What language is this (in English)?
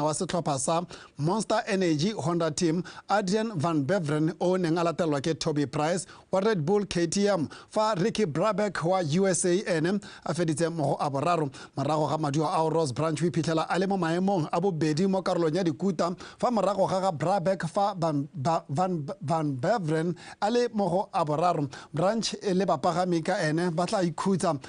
Tswana